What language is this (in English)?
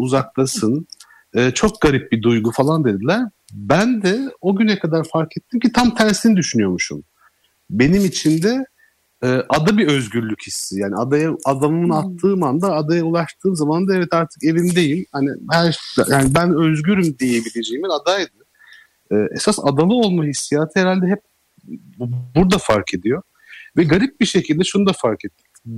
Turkish